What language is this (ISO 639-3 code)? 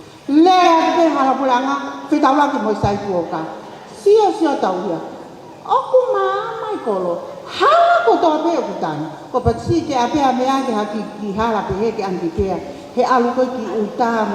ton